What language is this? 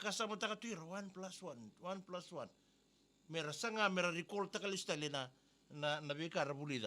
Fijian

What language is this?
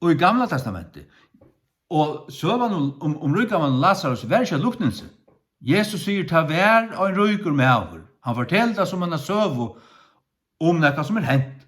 Faroese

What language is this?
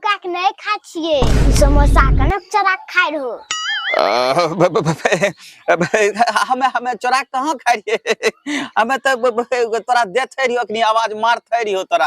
Angika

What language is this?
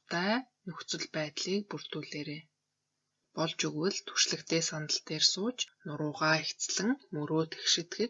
Mongolian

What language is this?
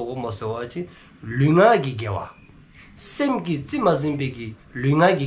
Dzongkha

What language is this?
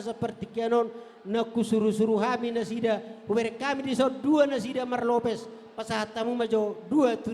Batak Toba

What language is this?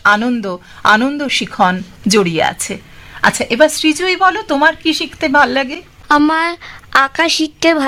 Bangla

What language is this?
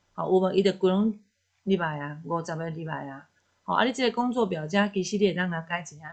Min Nan Chinese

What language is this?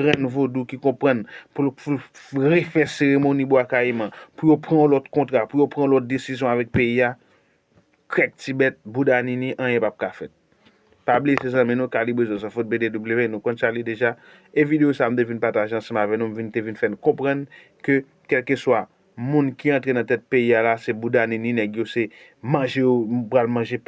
Haitian Creole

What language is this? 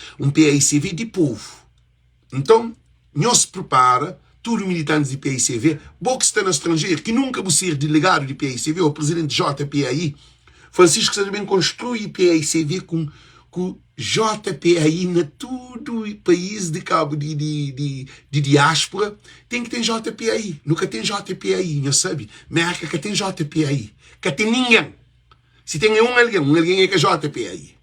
Kabuverdianu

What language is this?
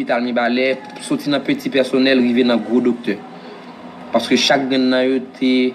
Haitian Creole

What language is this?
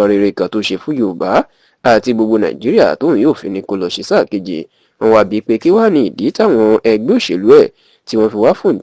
Yoruba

